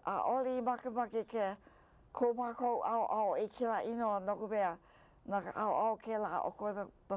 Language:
Hawaiian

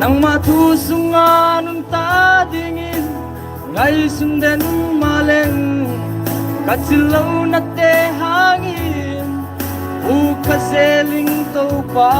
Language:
Paite Chin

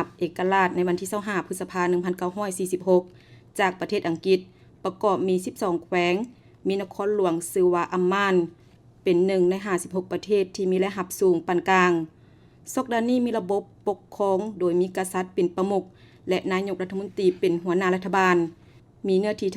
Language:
Lao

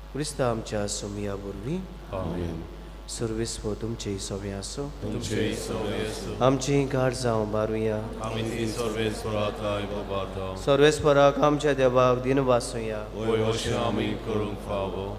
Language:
Konkani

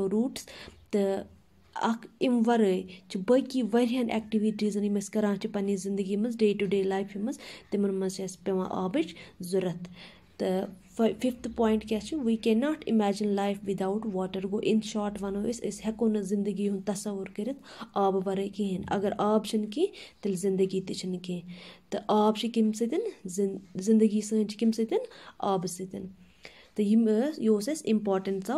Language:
Kashmiri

